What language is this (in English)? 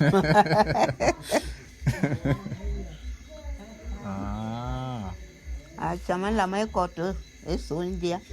Bulu